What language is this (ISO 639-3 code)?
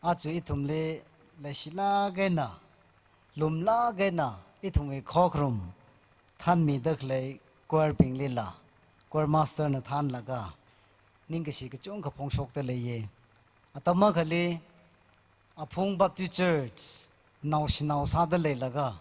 nmf